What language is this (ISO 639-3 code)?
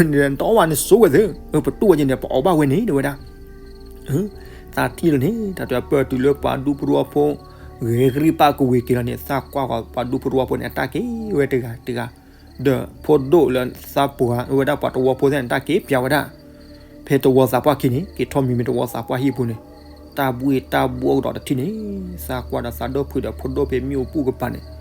ksw